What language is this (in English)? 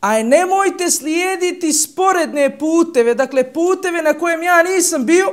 Bosnian